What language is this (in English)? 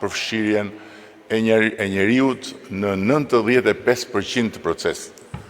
Albanian